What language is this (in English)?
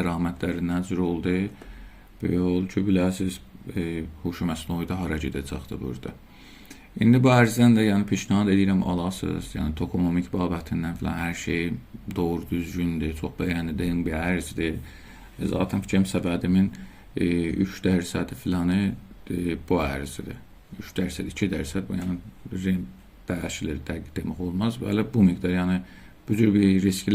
South Azerbaijani